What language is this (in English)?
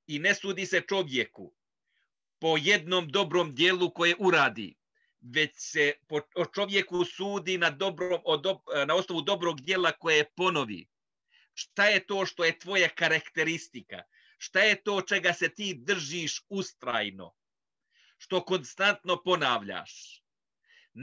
Bosnian